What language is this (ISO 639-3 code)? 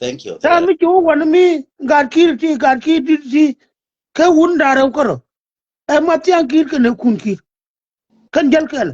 nus